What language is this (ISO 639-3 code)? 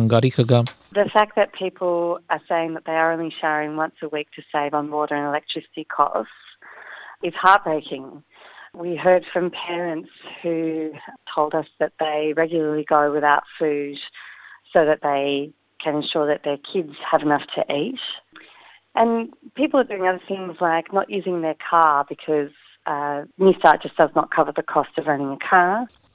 hye